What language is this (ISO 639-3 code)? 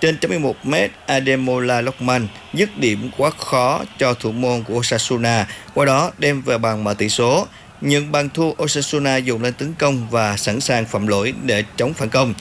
vie